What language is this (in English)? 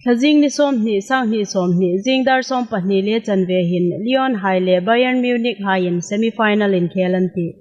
Hmar